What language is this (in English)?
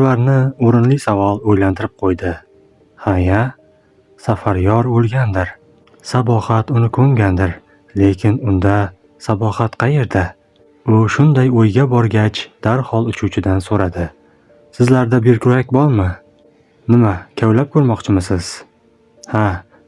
Uzbek